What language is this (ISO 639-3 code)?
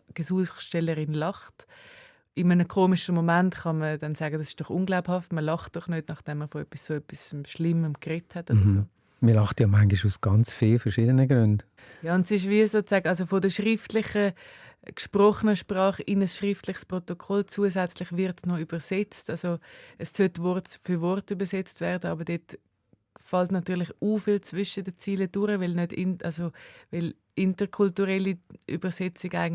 gsw